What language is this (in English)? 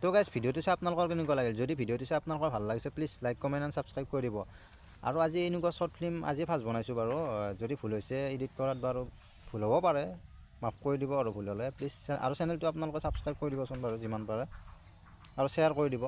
Assamese